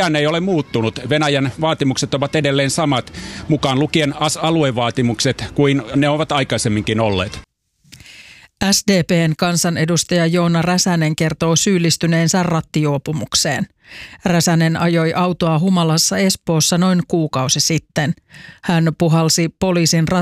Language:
Finnish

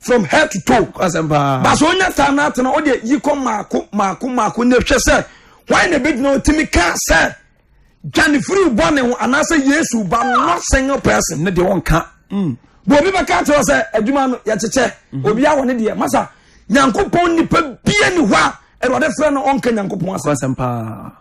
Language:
Akan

